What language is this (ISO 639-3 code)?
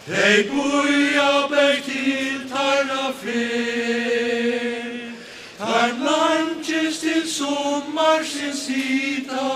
fao